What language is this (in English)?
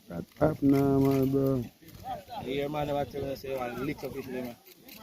Jamaican Creole English